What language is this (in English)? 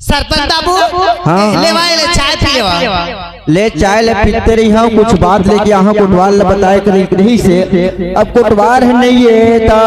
Chhattisgarhi